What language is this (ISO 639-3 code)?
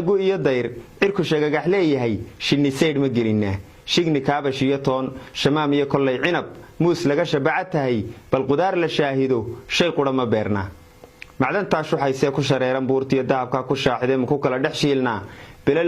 som